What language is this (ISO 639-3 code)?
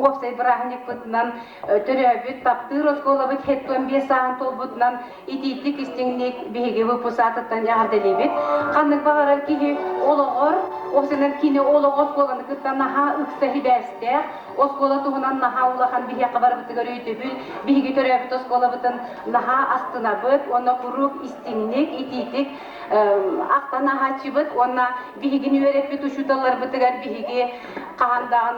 sah